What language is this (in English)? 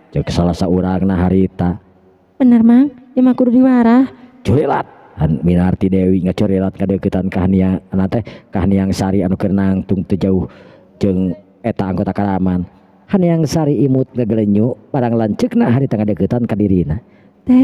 Sundanese